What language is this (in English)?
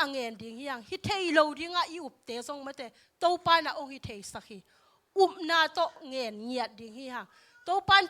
Tedim Chin